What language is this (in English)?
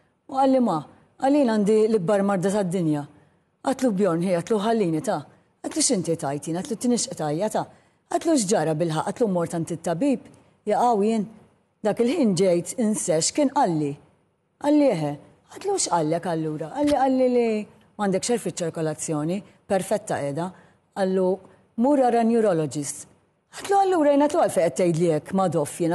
Maltese